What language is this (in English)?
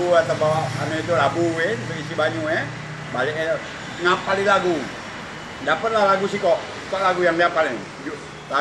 Musi